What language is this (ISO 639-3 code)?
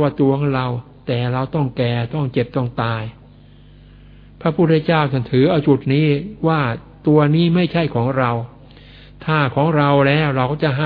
tha